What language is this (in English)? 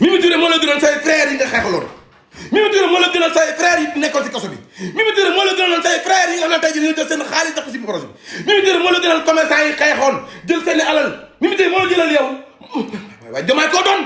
Wolof